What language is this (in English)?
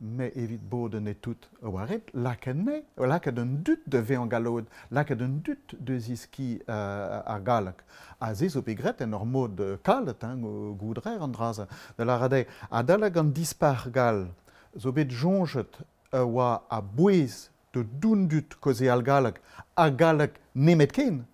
Breton